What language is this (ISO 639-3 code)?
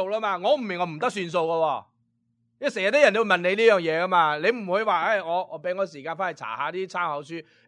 yue